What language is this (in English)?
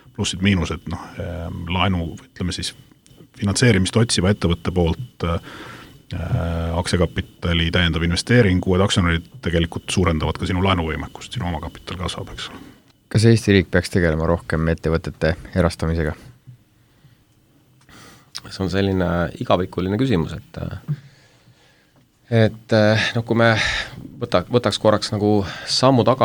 Estonian